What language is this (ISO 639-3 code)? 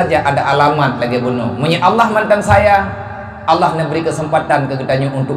ace